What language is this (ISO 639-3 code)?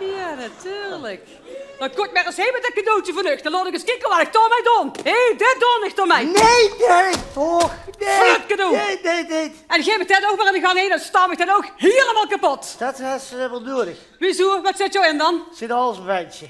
lim